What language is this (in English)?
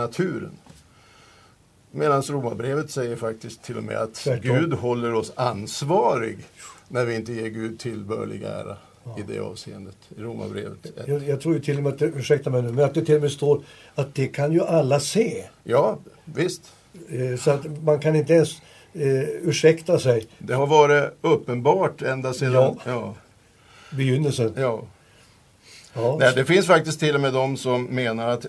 Swedish